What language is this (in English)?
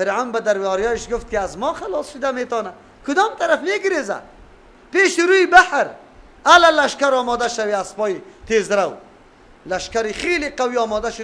Persian